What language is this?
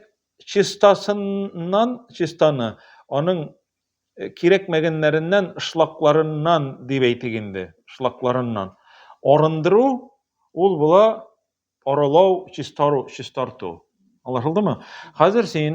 Tatar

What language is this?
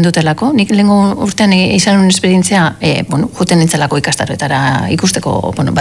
Basque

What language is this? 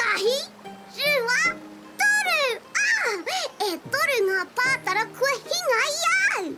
Māori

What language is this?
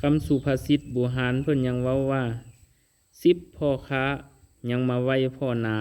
Lao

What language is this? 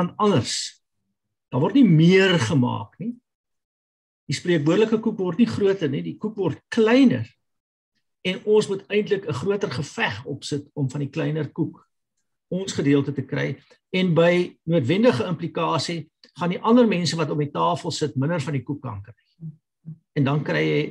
Afrikaans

